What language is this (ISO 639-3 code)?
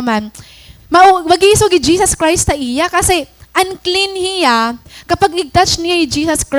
war